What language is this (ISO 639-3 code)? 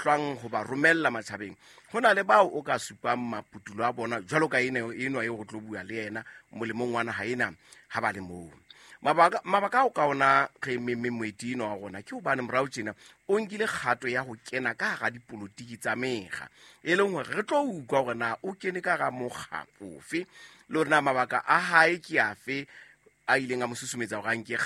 sot